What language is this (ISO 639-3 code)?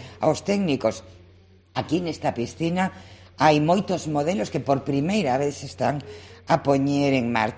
glg